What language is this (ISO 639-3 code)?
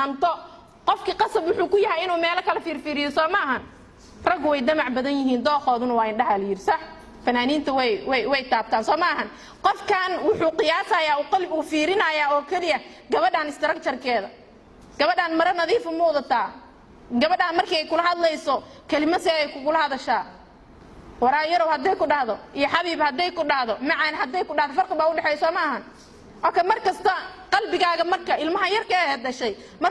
som